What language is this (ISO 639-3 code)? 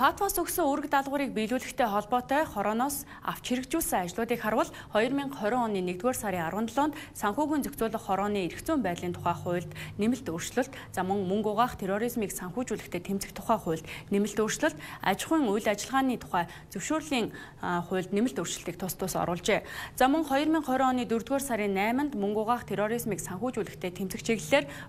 mon